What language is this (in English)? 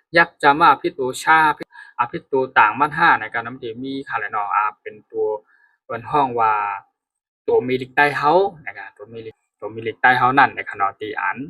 Shan